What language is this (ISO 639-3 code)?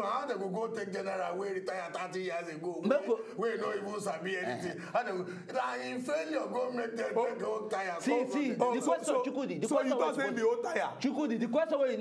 pcm